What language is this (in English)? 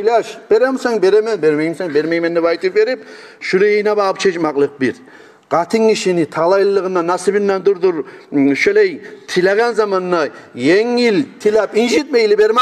Kumyk